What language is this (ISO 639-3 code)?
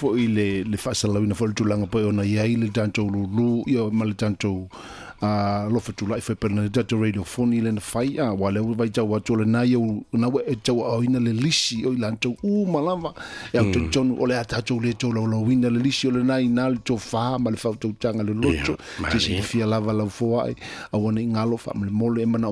smo